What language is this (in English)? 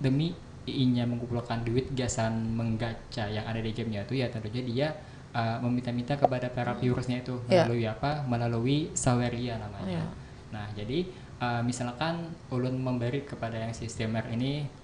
Banjar